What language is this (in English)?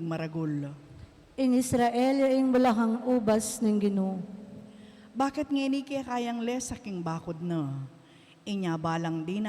Pampanga